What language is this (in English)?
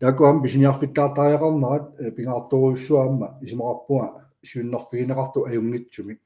Kalaallisut